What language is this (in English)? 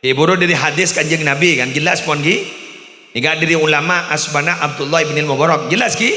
Madurese